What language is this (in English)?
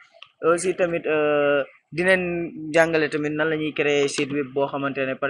Wolof